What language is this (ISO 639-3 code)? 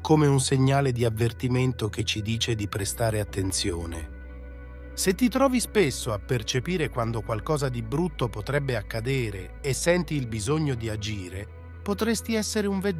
ita